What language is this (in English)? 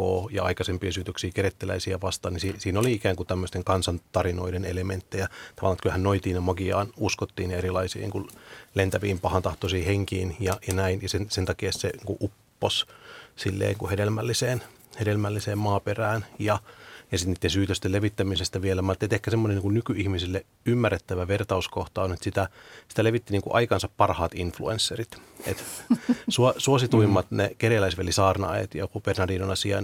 Finnish